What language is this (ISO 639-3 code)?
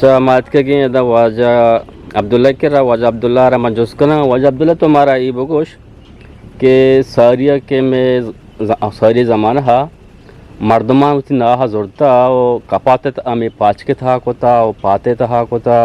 bgp